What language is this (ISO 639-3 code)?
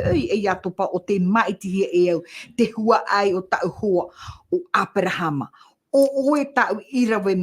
tah